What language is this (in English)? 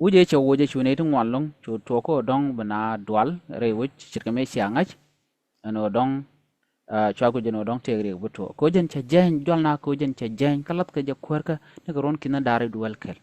Nuer